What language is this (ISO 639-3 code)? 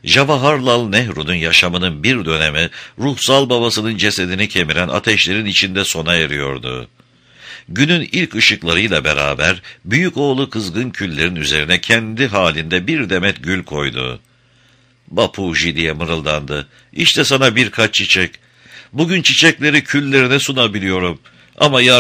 tur